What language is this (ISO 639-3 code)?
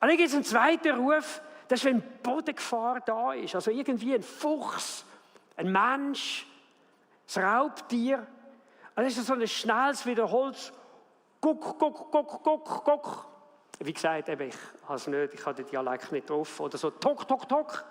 gsw